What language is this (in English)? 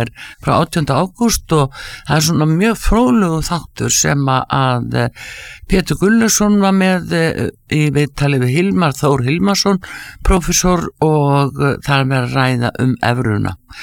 Icelandic